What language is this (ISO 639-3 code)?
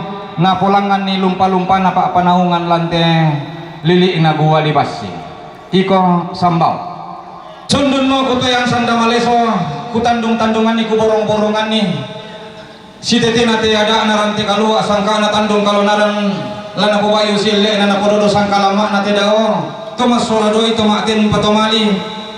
sda